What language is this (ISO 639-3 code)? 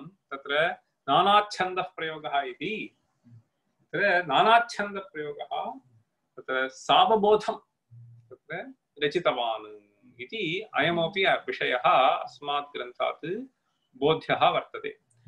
san